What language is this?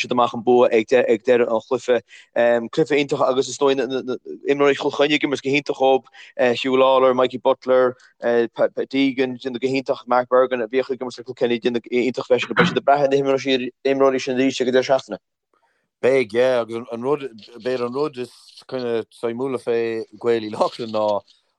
Irish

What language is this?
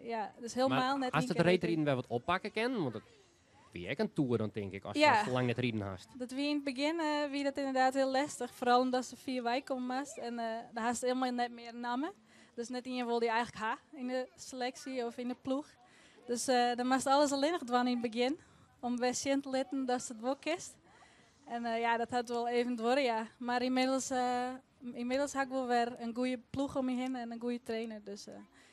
Western Frisian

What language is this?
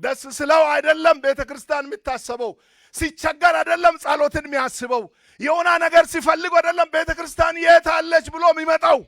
Amharic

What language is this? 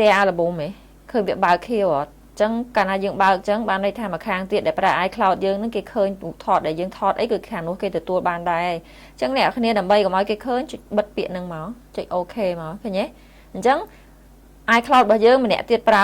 Khmer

